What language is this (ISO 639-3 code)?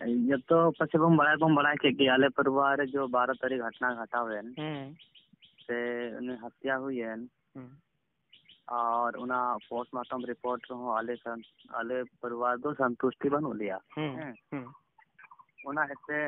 sat